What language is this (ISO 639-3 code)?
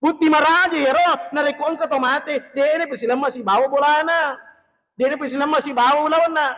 bug